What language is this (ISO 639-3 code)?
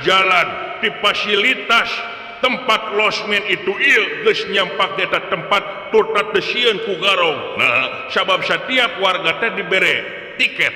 sun